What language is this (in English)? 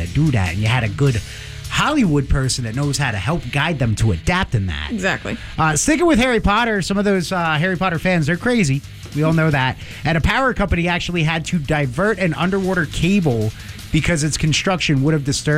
English